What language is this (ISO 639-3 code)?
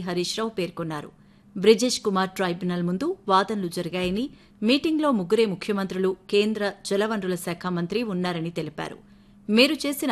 tel